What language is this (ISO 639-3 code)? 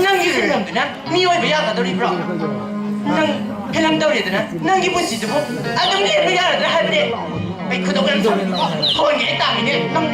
mni